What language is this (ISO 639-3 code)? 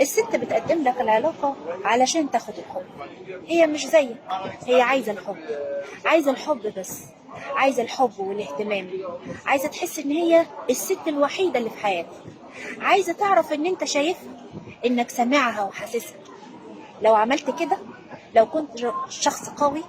arz